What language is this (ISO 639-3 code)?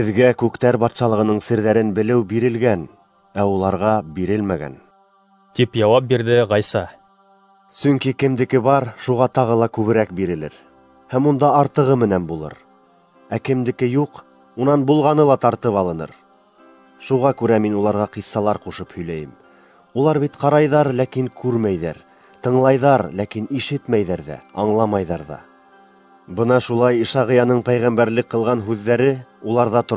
bak